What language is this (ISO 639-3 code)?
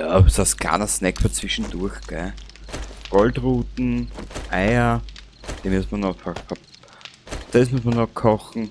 bar